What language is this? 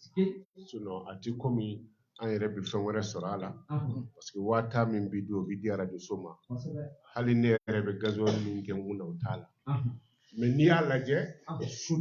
Bambara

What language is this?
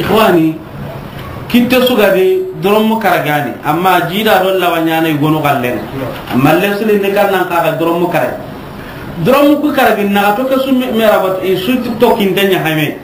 Soninke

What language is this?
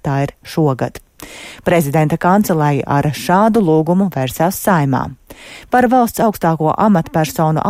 Latvian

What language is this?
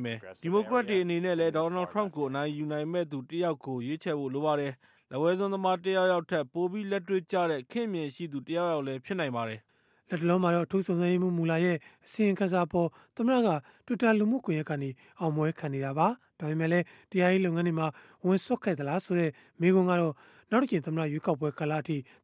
Burmese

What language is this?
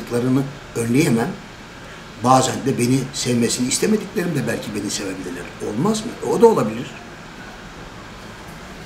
Turkish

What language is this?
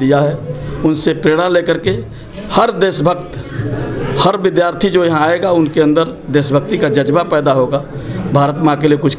Hindi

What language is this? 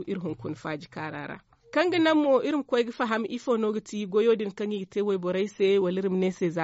Zarma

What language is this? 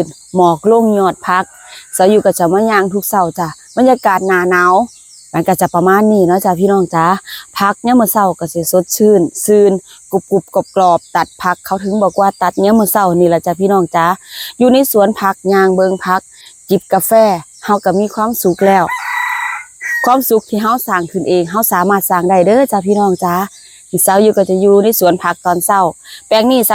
Lao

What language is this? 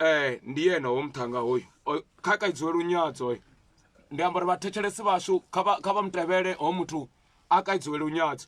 Venda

